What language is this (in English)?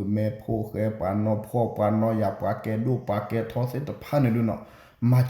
S'gaw Karen